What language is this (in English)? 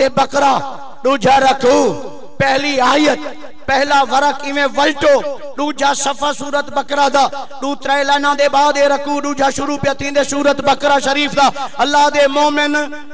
Saraiki